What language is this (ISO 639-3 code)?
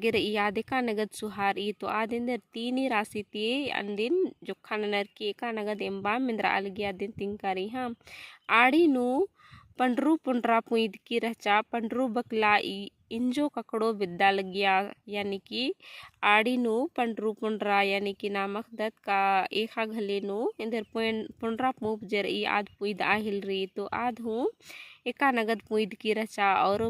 kru